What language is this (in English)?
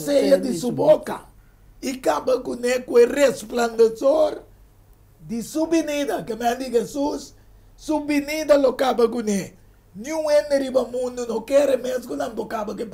Papiamento